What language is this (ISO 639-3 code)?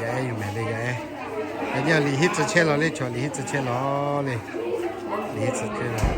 lhu